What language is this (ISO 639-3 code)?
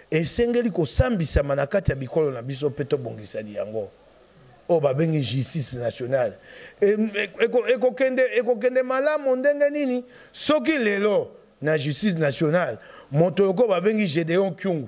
lin